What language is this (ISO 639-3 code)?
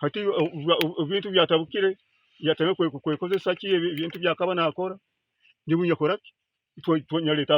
nyn